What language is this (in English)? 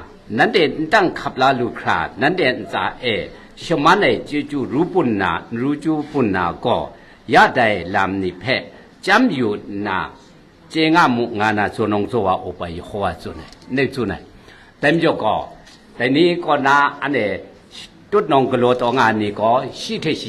Kachin